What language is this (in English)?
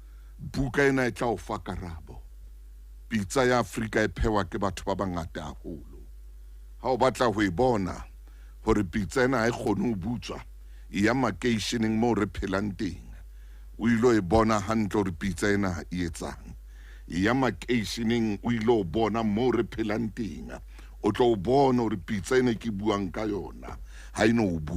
Southern Sotho